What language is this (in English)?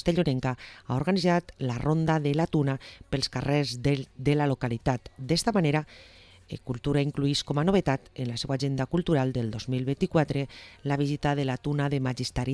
Catalan